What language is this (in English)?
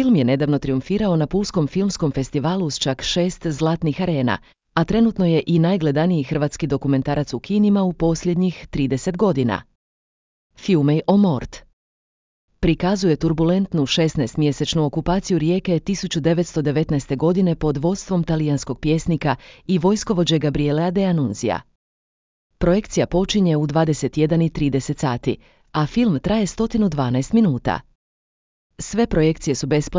Croatian